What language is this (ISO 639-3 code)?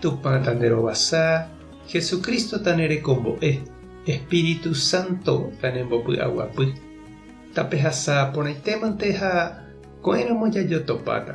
grn